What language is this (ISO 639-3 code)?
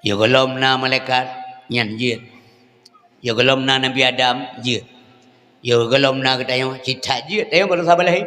ace